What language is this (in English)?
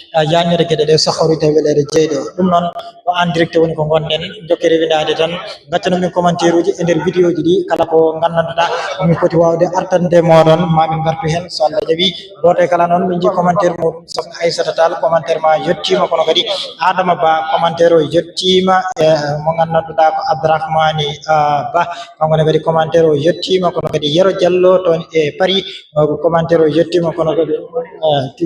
Fula